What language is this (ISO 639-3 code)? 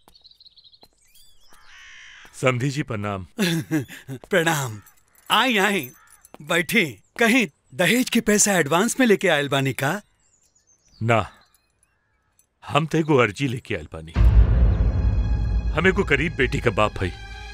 bho